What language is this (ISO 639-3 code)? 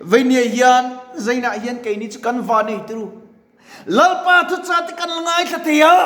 lus